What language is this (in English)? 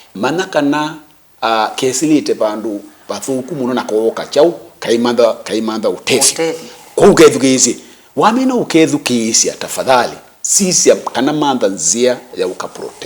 Kamba